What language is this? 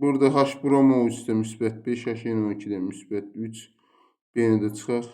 Azerbaijani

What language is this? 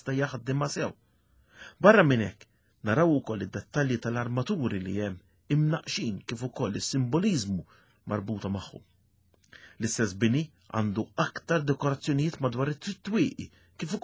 Maltese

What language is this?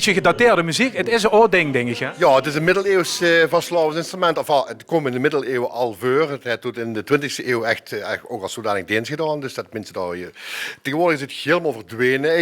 Limburgish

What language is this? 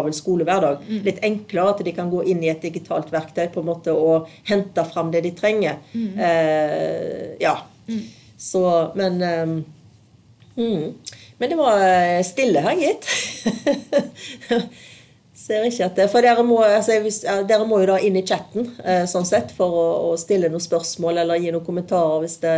Norwegian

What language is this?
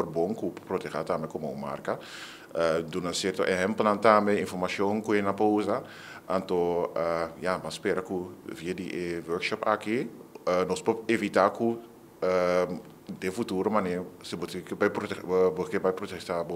Papiamento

